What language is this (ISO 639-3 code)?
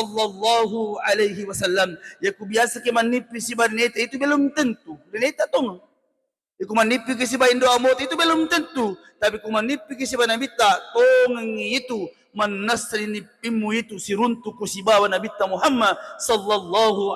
bug